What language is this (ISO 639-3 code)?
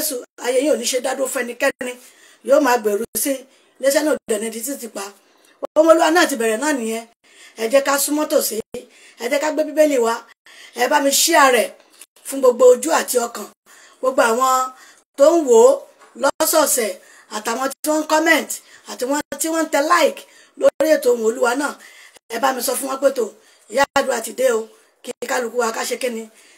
yor